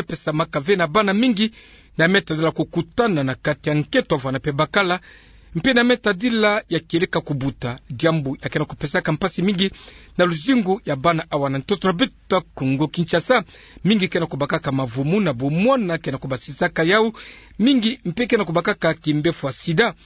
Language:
Kituba (Democratic Republic of Congo)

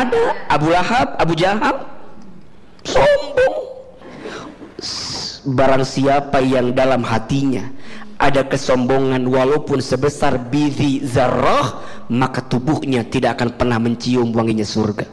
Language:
Indonesian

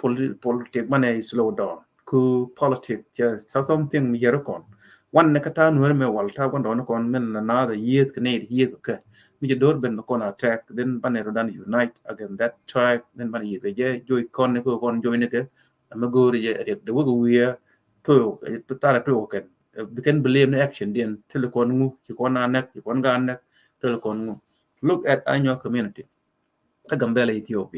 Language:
Nuer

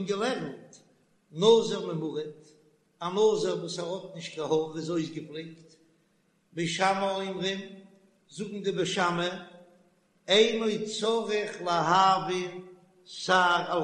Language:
Yiddish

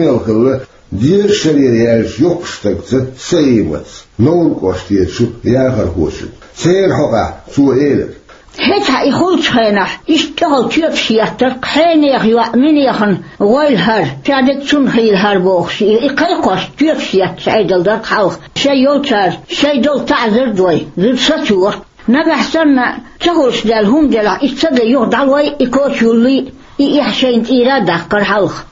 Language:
Chechen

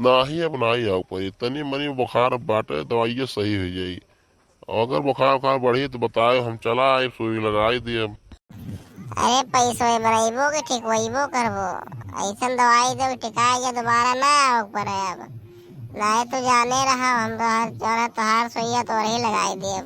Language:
Awadhi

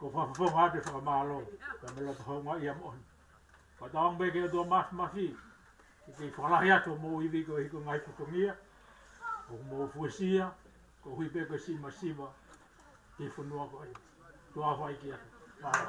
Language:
Tongan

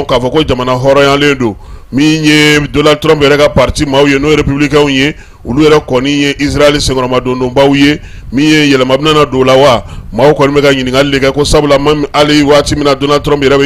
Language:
Bambara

